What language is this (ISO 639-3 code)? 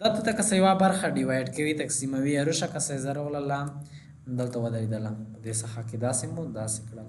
pus